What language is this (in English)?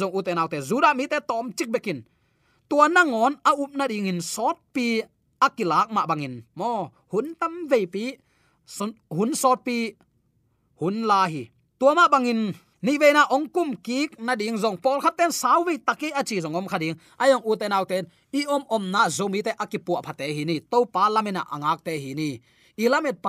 Tedim Chin